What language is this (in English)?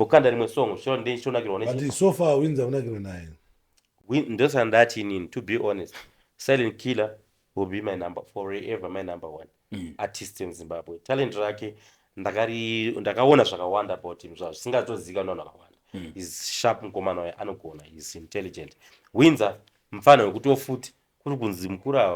Shona